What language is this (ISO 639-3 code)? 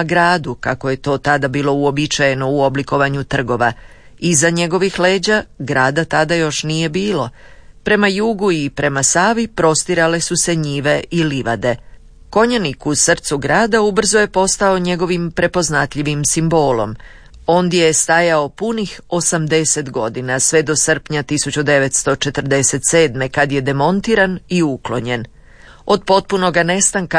hrv